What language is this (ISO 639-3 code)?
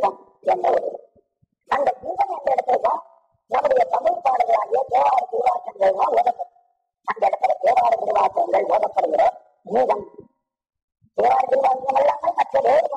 tam